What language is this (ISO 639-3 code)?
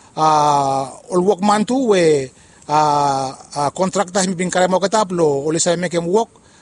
bis